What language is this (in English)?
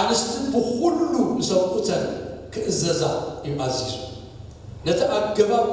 Tigrinya